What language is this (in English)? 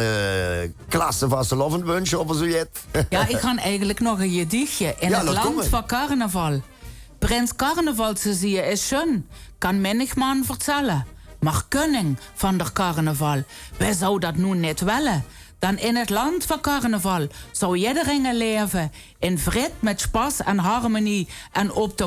Limburgish